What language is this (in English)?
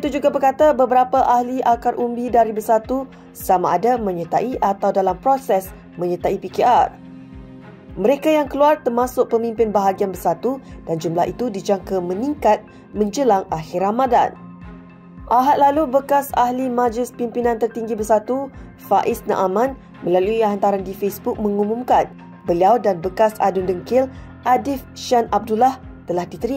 Malay